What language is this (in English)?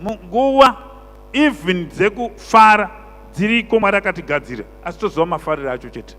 Shona